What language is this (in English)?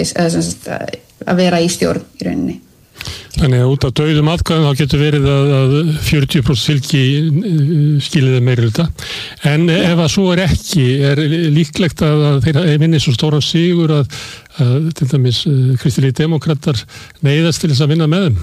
Icelandic